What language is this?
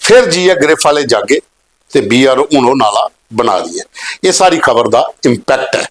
Dogri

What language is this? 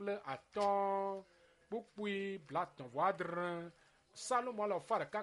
Ewe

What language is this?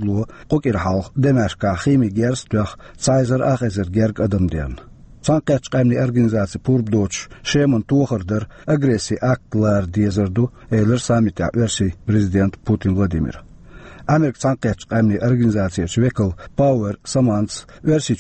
Chechen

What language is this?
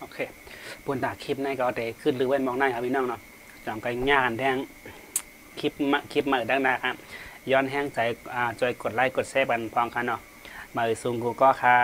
Shan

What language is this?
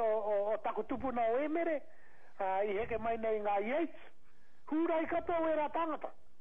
Māori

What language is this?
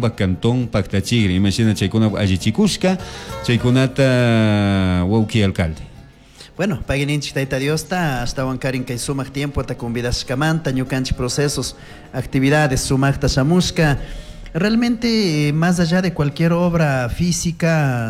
Chimborazo Highland Quichua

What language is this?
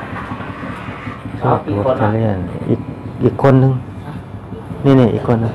Thai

